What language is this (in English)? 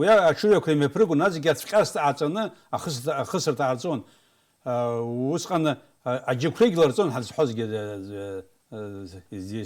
Abkhazian